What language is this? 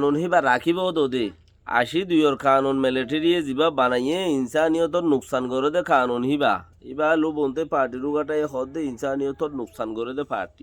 Rohingya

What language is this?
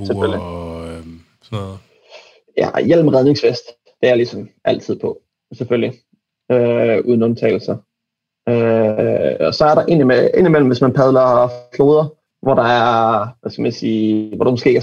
Danish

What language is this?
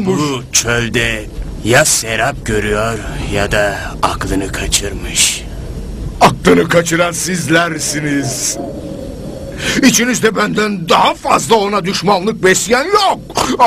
Turkish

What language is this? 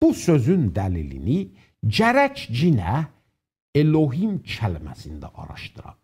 South Azerbaijani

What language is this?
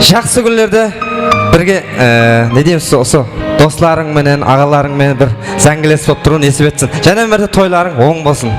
Kara-Kalpak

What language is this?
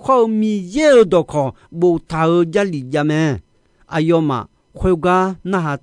Akha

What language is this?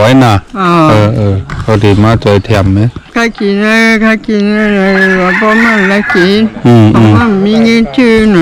Shan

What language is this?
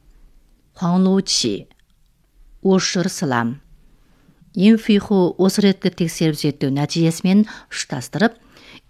Kazakh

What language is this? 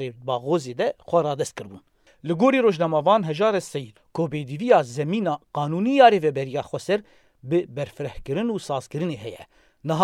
Kurdish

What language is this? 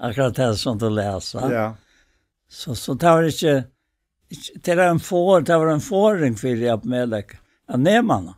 Faroese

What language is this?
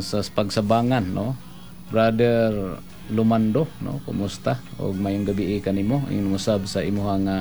Cebuano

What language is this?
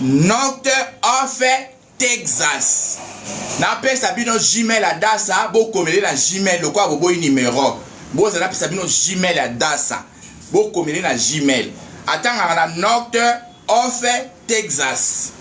Lingala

